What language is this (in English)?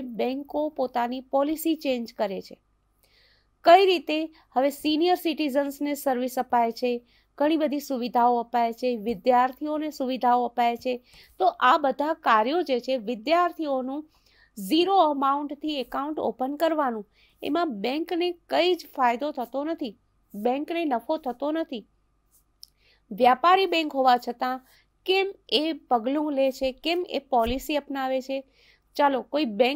Gujarati